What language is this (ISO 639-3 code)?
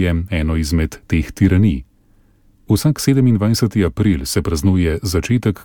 slv